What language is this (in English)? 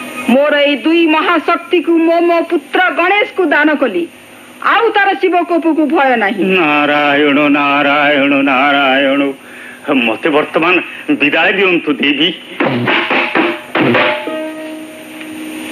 Odia